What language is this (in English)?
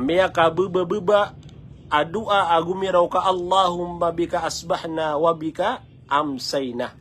Maranao